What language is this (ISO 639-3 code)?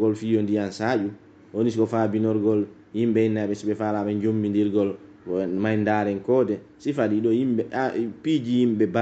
fuf